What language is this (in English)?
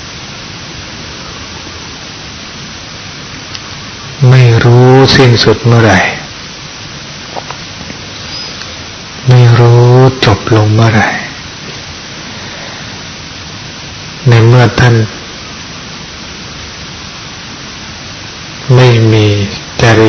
Thai